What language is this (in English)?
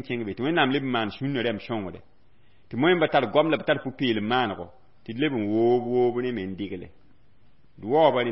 Mossi